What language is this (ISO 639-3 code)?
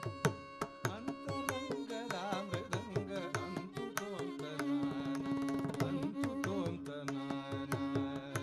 kan